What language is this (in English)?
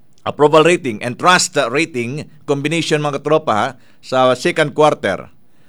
Filipino